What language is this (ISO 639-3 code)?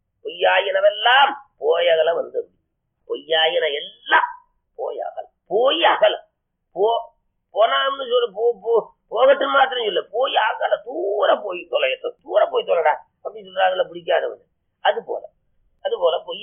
tam